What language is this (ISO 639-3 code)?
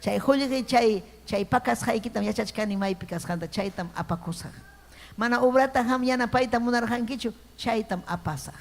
quy